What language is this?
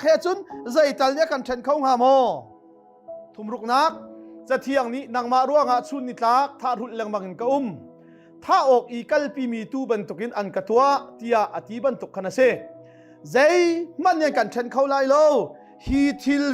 Hakha Chin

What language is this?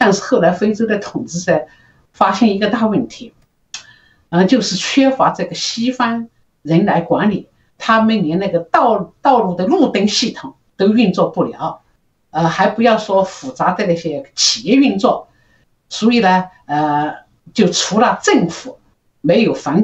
Chinese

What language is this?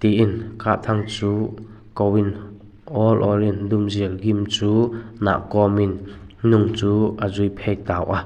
Vaiphei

